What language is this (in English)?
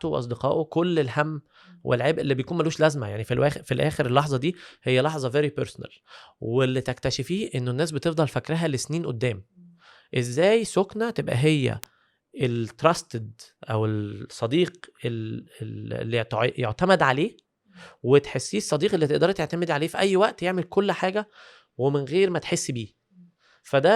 Egyptian Arabic